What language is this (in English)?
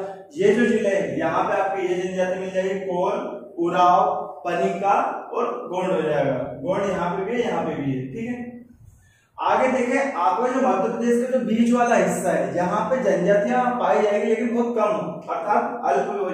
Hindi